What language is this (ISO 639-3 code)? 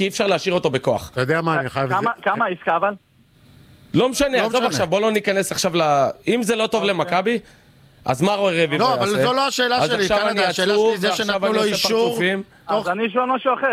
heb